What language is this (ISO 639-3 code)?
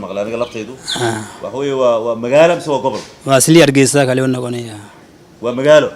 som